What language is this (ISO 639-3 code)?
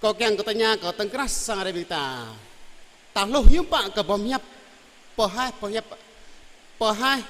jra